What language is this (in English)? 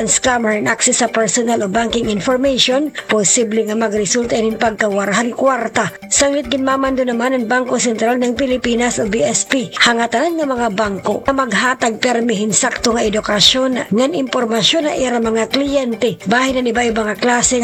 Waray